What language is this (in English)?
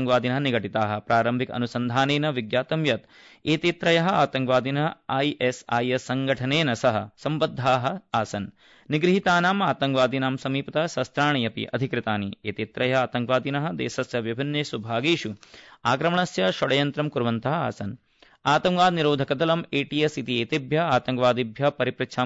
Sanskrit